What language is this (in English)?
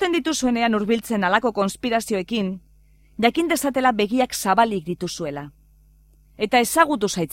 Basque